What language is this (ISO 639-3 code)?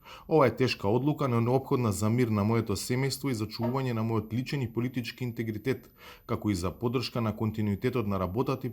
mkd